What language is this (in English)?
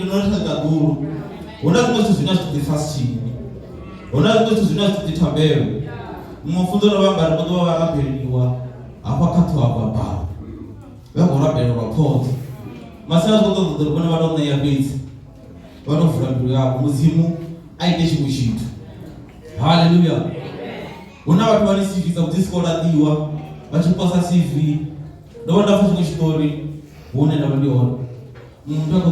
Venda